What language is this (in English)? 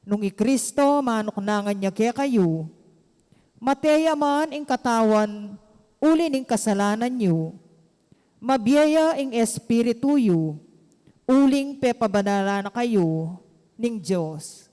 Pampanga